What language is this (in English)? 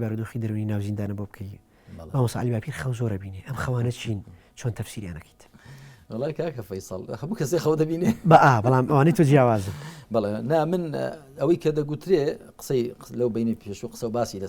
Central Kurdish